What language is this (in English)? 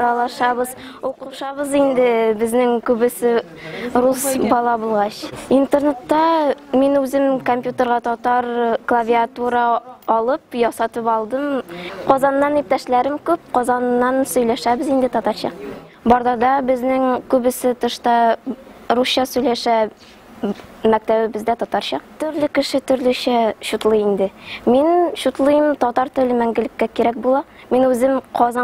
Tatar